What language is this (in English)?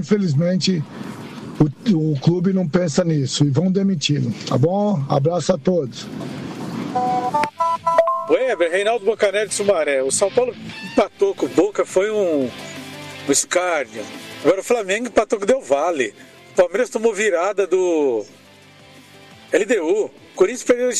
Portuguese